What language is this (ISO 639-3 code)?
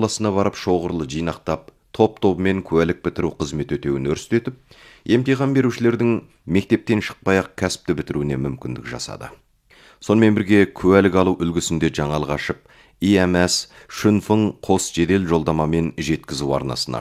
kaz